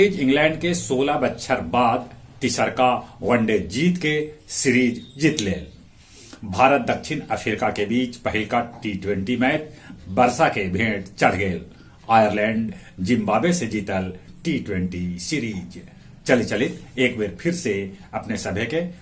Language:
Magahi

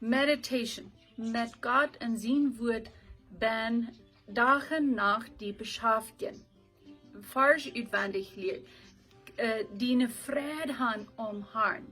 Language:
Plautdietsch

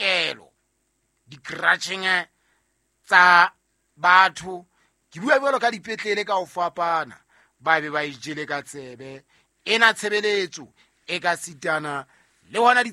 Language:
Southern Sotho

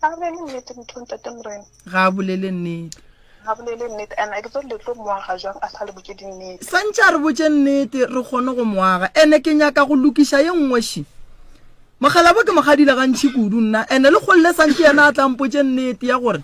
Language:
Northern Sotho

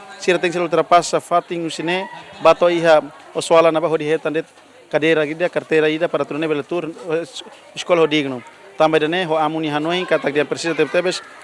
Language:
Tetum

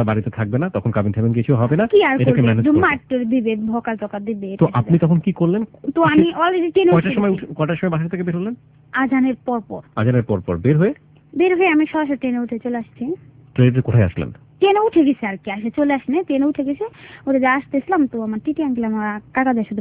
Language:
Bangla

